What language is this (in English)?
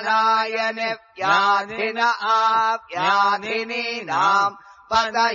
Sanskrit